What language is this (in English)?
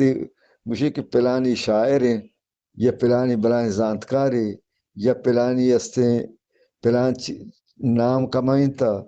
Eastern Balochi